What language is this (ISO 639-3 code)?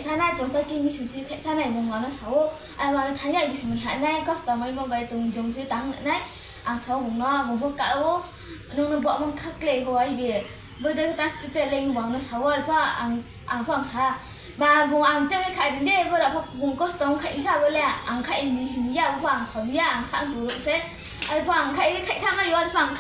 ria